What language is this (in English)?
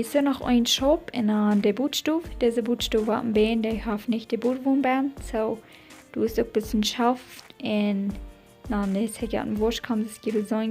Plautdietsch